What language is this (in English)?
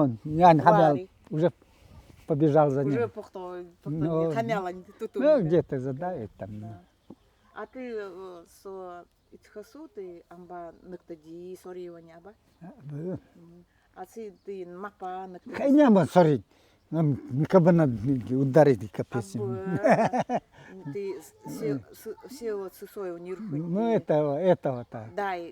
Nanai